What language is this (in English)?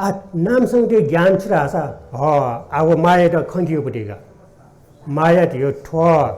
Newari